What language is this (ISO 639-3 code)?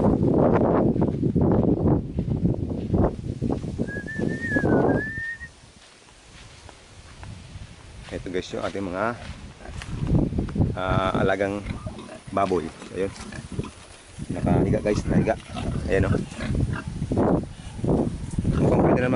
fil